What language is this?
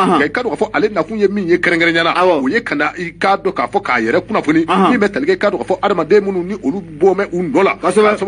Bambara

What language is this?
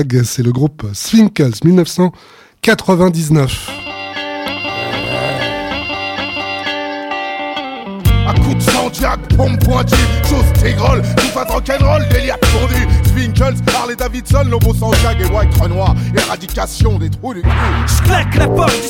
French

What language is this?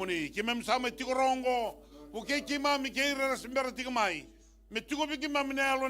Fijian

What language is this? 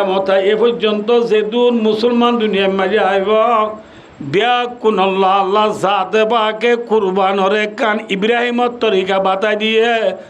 Rohingya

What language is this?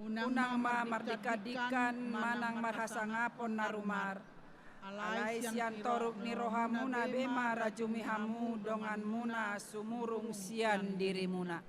Batak Toba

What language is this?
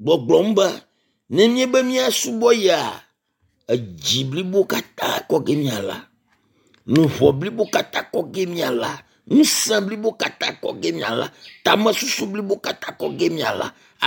Ewe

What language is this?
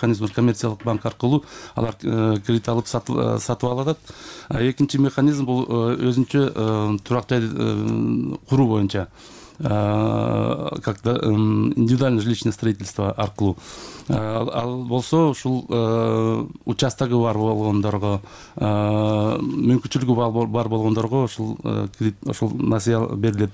Kyrgyz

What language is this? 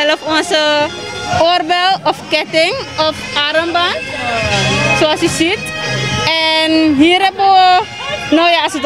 Dutch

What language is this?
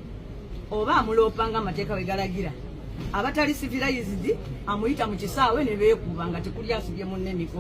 Ganda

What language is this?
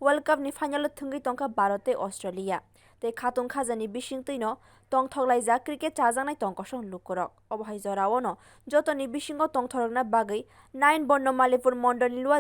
Kok Borok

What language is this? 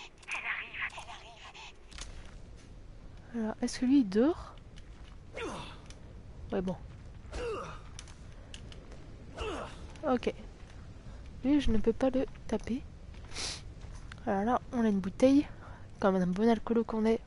French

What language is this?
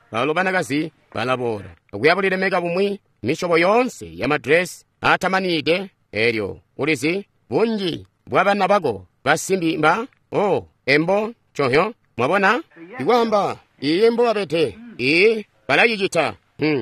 Tonga (Zambia)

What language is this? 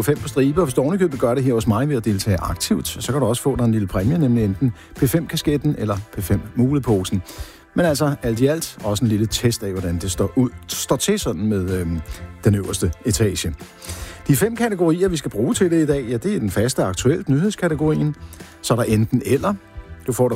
Danish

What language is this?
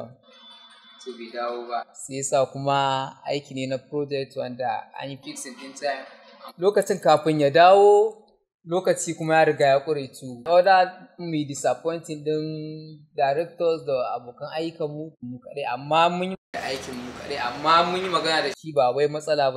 Hausa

